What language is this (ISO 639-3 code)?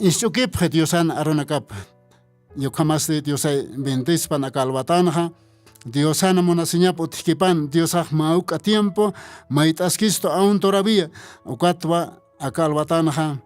aym